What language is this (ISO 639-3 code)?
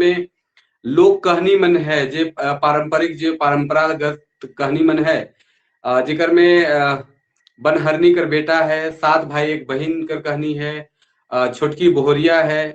sck